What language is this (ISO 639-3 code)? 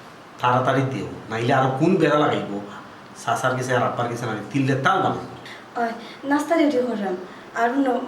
syl